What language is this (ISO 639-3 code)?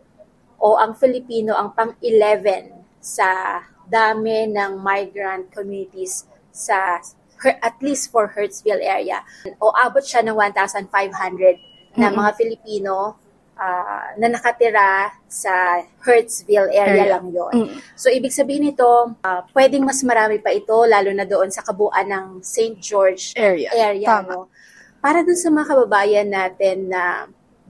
fil